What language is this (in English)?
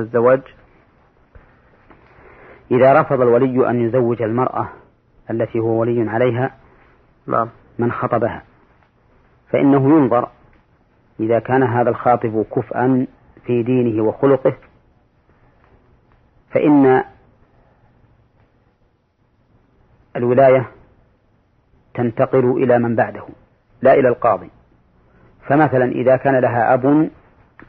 Arabic